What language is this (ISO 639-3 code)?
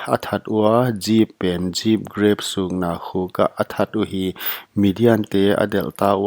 pck